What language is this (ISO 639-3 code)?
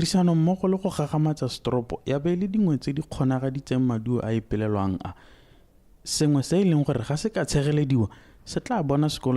tsn